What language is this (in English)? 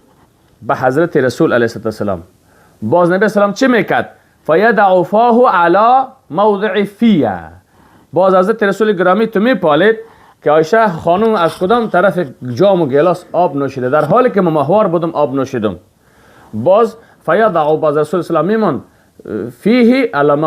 Persian